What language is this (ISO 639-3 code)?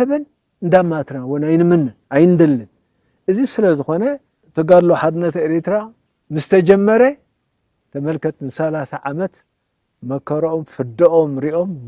tir